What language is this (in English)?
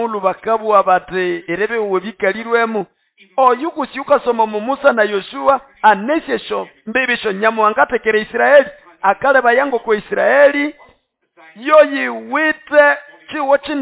Nande